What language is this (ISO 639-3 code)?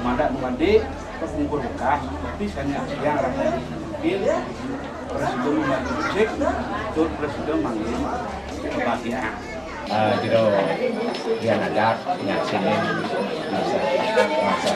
ban